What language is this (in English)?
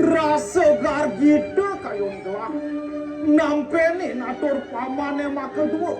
Balinese